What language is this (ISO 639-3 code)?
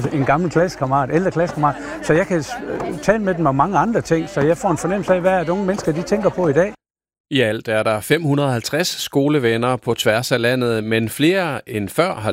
dan